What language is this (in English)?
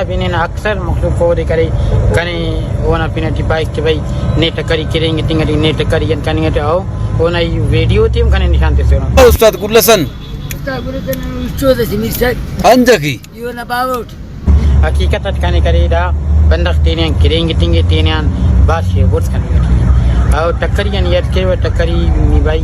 Brahui